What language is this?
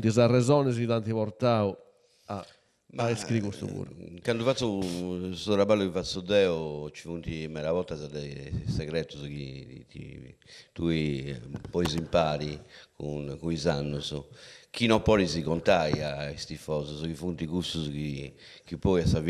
Sardinian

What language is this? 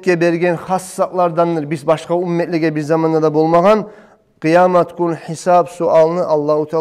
Kumyk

